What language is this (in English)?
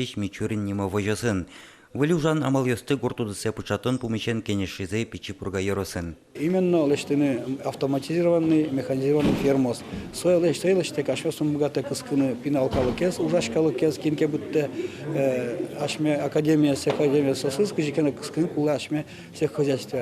Udmurt